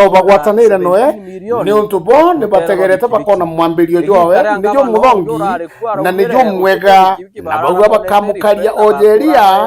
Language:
Meru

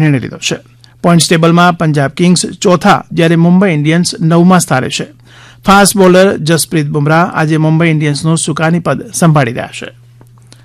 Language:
Gujarati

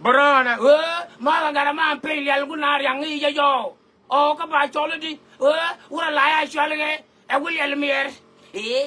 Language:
Nuer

